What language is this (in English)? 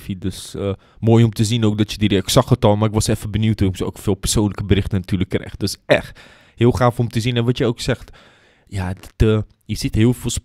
Dutch